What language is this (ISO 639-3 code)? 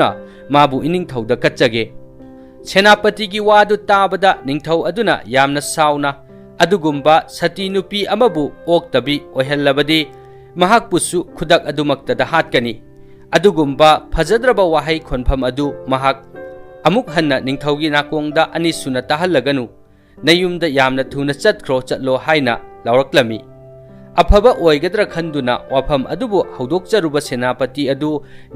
mni